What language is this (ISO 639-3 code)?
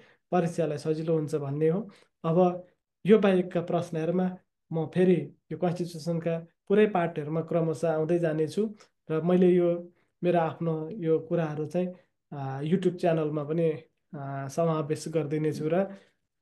nep